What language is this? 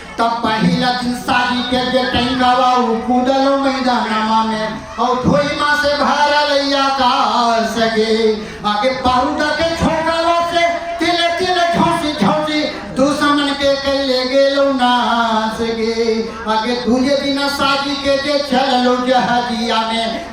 Magahi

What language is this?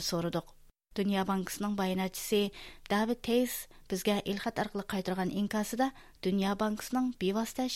Uyghur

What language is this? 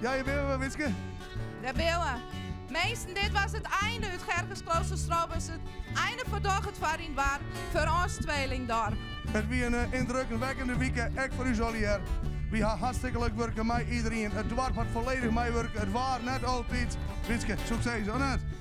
Western Frisian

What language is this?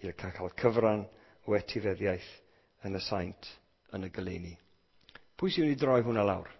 Welsh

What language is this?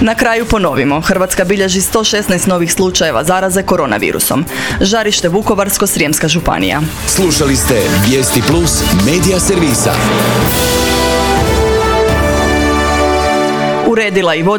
Croatian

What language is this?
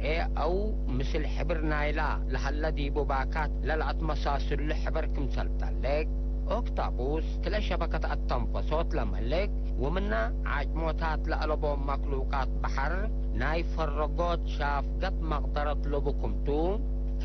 Tigre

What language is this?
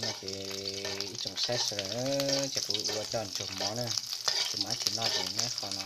Hmong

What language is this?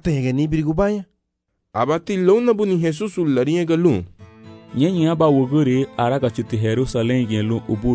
Garifuna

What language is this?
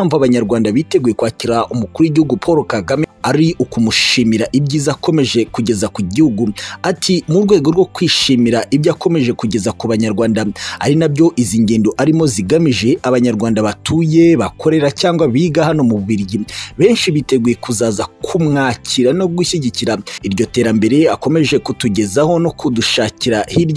Kinyarwanda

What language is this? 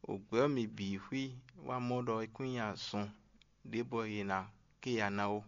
Fon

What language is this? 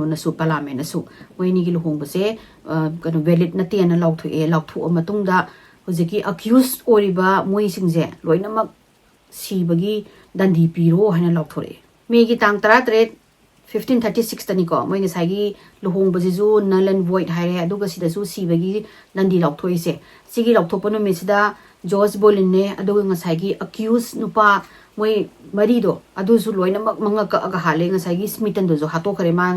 Manipuri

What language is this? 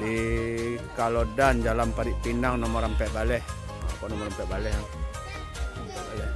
Minangkabau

